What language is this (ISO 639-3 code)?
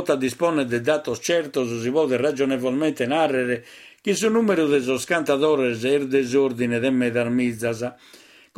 srd